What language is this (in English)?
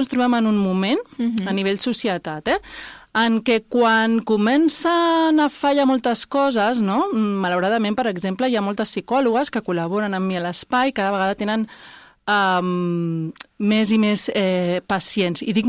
Catalan